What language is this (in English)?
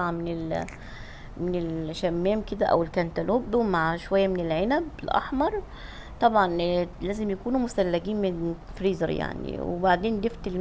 Egyptian Arabic